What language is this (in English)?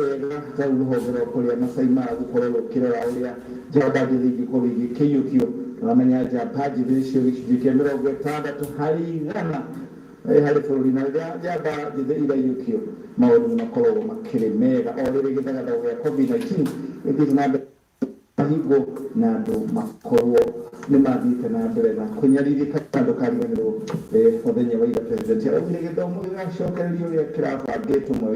Kikuyu